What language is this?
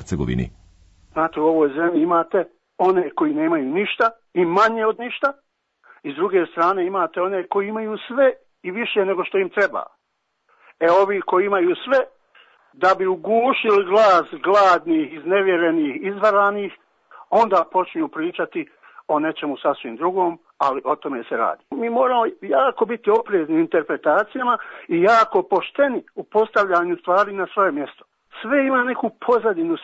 Serbian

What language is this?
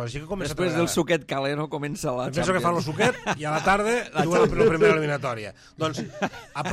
Catalan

